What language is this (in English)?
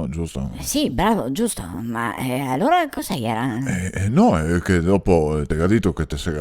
Venetian